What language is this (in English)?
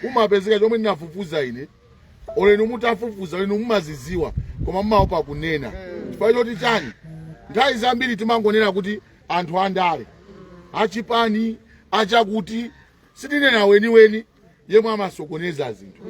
Nyanja